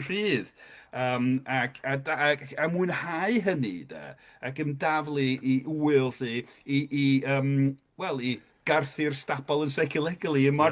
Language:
Welsh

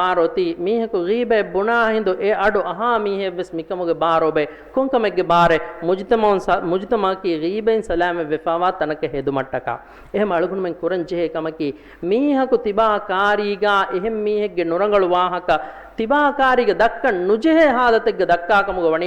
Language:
Divehi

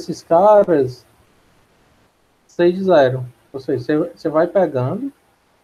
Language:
Portuguese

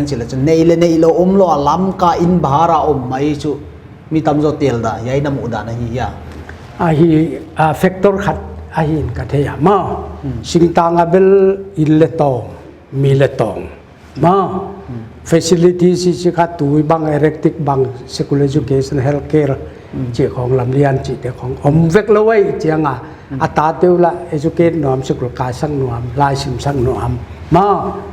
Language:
Paite Chin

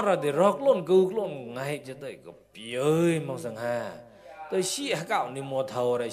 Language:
Mon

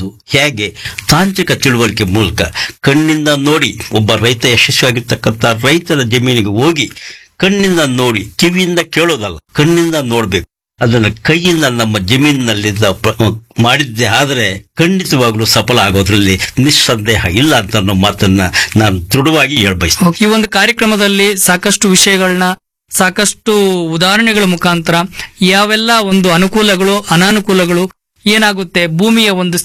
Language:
Kannada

